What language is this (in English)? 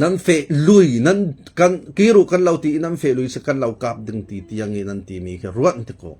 Falam Chin